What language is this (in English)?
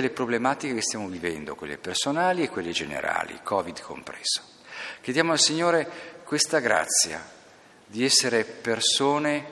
Italian